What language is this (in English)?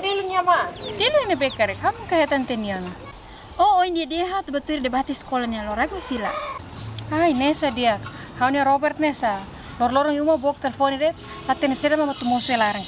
Tetum